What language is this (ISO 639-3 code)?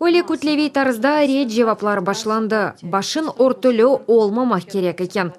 crh